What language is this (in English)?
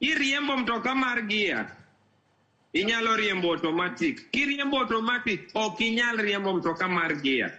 Luo (Kenya and Tanzania)